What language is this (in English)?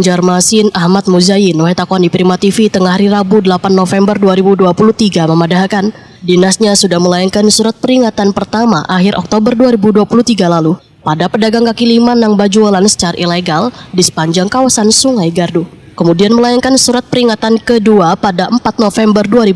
Banjar